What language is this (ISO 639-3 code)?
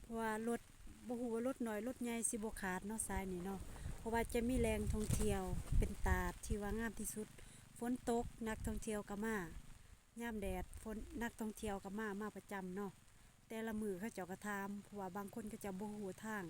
lao